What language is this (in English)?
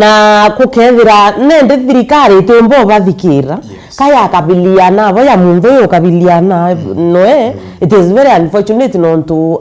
Meru